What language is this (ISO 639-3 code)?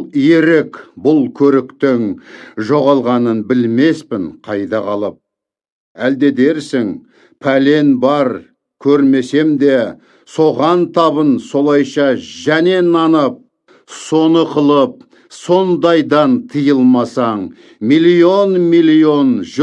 kaz